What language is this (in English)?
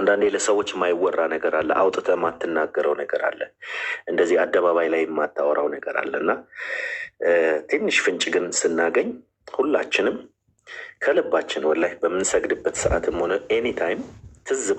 Amharic